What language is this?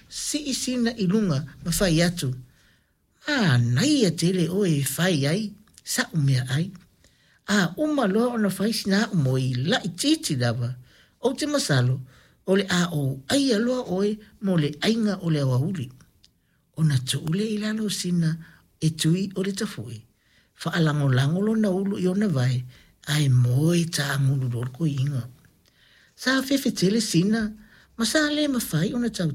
Samoan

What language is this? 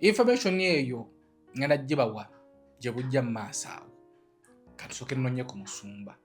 Ganda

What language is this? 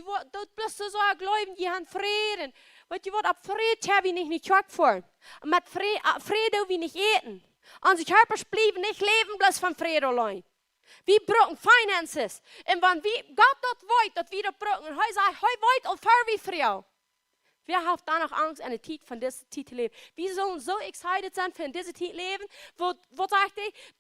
Plautdietsch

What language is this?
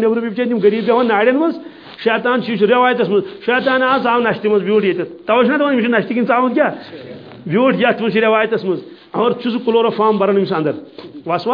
Kashmiri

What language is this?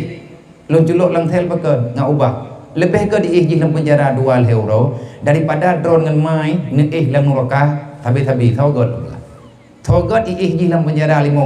Achinese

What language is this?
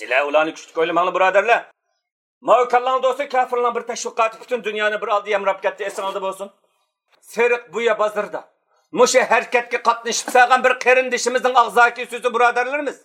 Uyghur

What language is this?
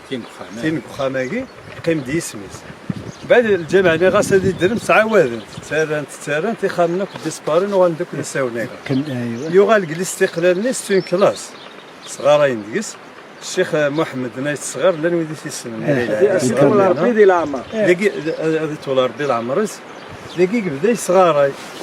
Kabyle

